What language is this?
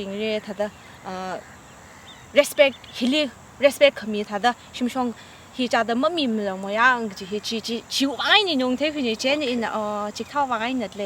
Tangkhul Naga (India)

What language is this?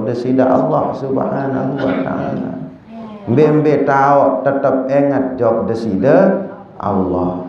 Sasak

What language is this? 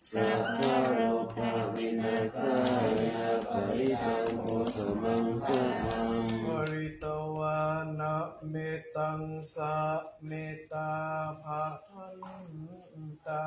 Pali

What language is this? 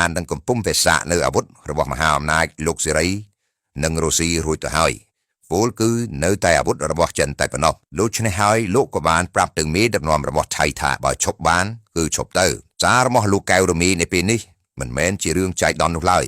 Khmer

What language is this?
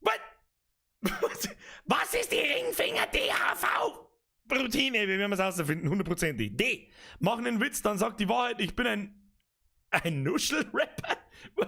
Bavarian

